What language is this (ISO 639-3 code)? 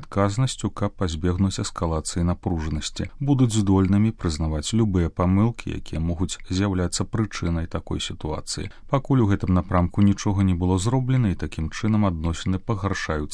bel